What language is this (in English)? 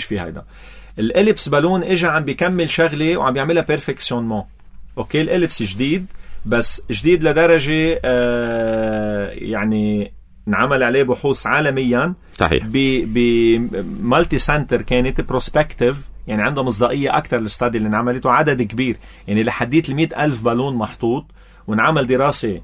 North Levantine Arabic